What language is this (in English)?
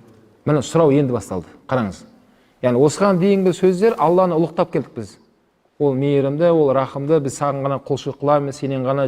Kazakh